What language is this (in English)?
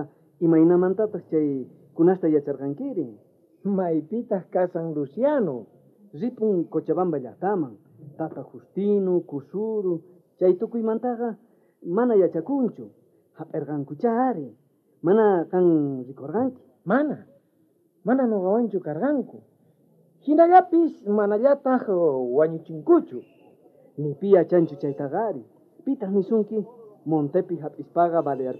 South Bolivian Quechua